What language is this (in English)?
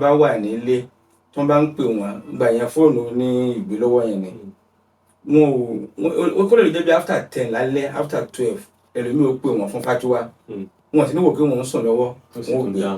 Yoruba